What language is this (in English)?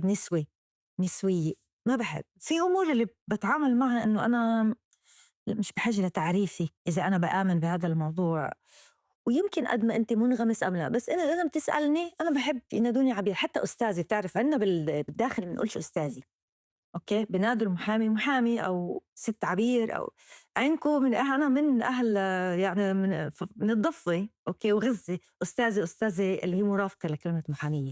North Levantine Arabic